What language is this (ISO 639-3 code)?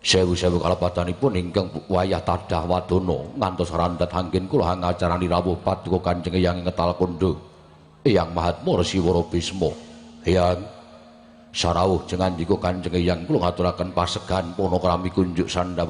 jav